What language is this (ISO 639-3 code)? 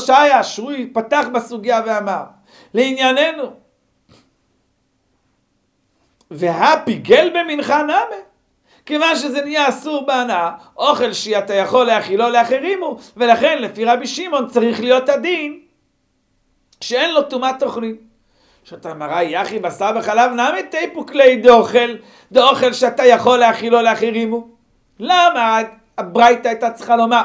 heb